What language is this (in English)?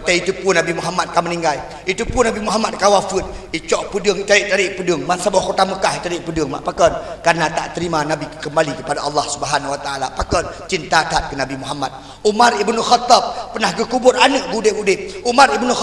Achinese